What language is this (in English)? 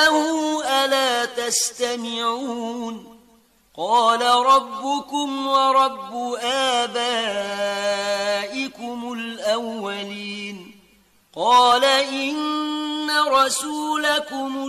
Arabic